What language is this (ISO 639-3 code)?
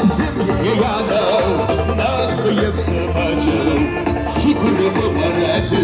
kbd